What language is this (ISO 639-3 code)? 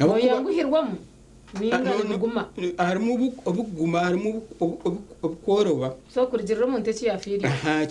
nyn